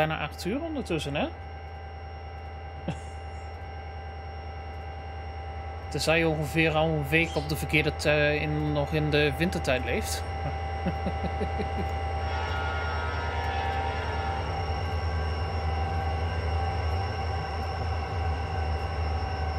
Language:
Dutch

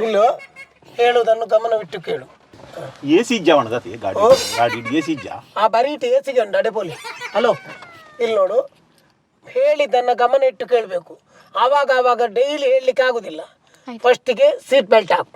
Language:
Tulu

